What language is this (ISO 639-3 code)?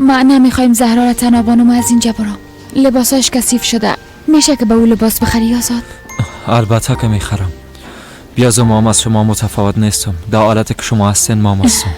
fas